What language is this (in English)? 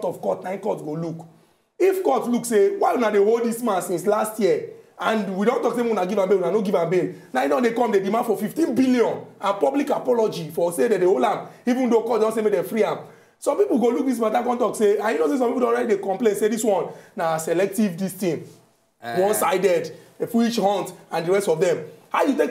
Nigerian Pidgin